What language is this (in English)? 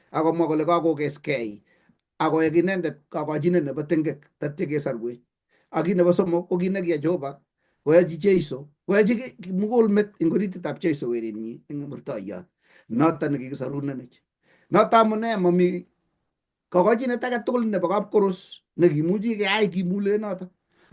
Kalenjin